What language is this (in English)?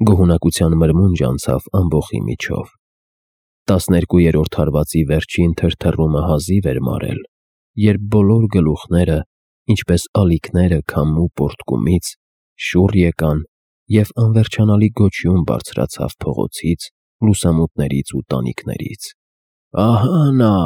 Armenian